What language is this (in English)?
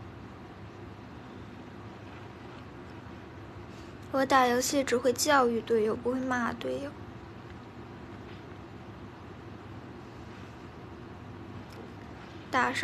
Chinese